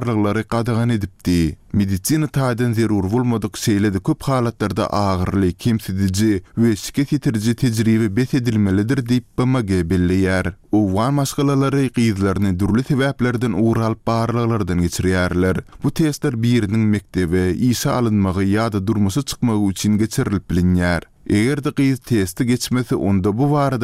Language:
Turkmen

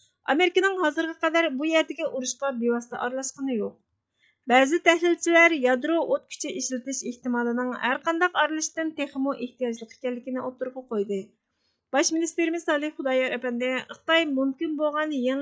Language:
Uyghur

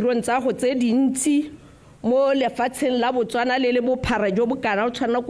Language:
Tswana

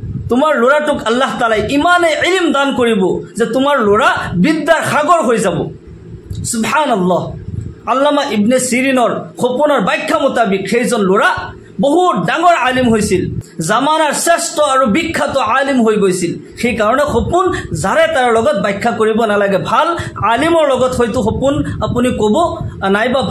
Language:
Assamese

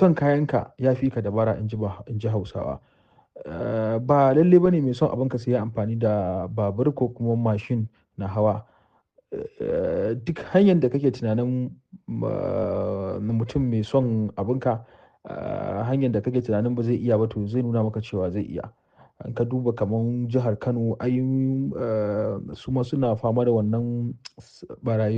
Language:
Hausa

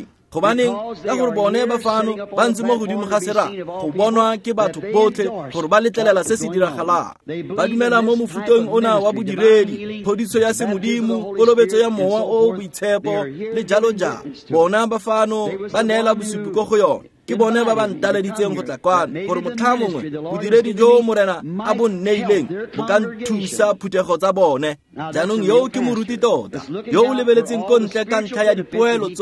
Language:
Tswana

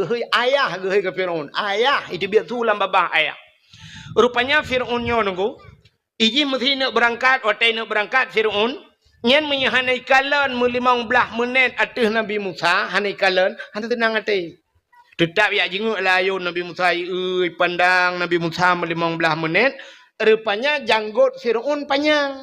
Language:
Achinese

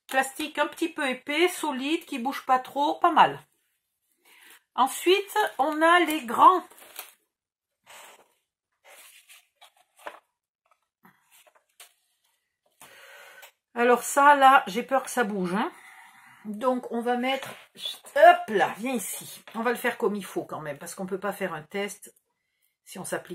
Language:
French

